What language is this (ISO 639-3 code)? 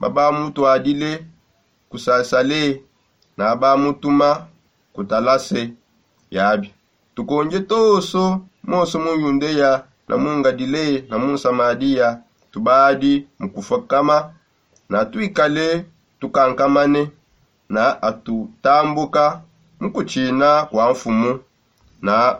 sop